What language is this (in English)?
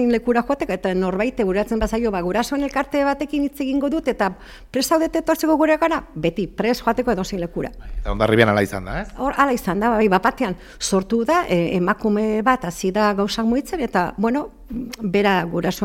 Basque